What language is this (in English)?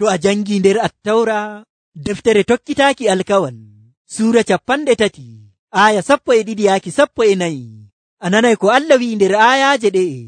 Nigerian Fulfulde